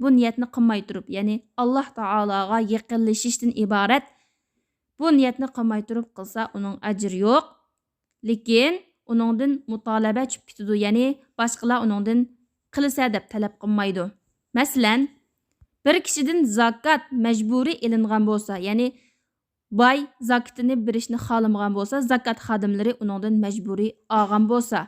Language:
Uyghur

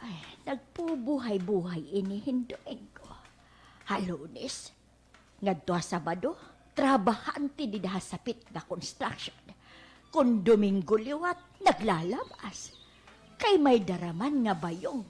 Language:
Waray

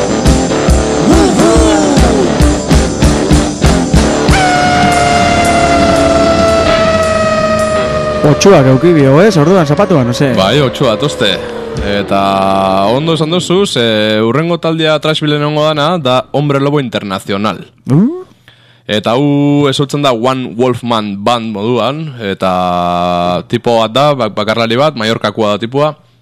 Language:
Basque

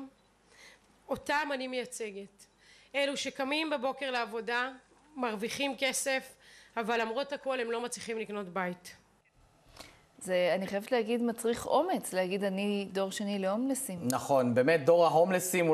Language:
Hebrew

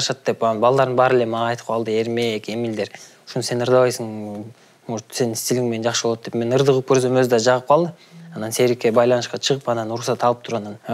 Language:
Kyrgyz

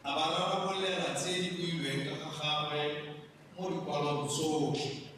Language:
Tswana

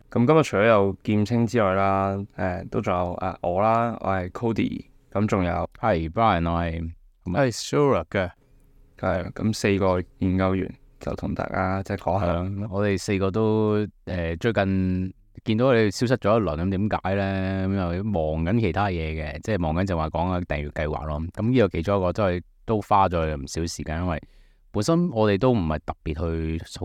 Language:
Cantonese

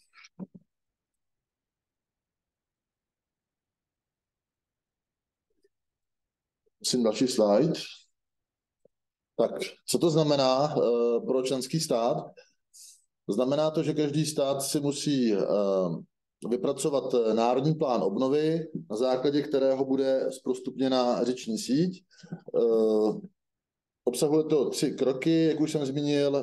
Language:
Czech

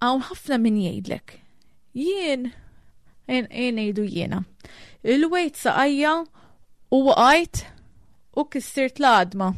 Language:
Maltese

